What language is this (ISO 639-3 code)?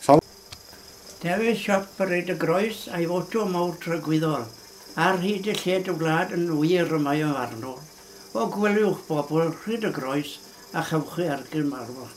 cym